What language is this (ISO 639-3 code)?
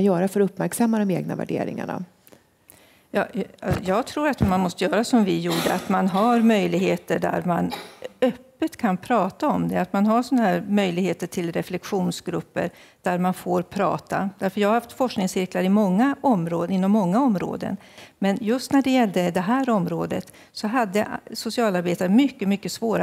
swe